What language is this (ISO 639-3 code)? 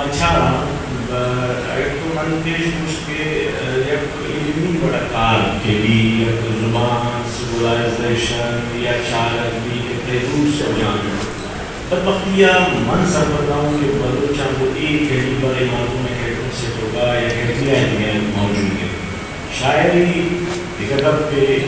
bgp